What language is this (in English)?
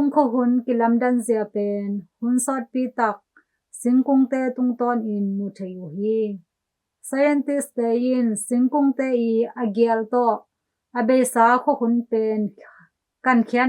Tedim Chin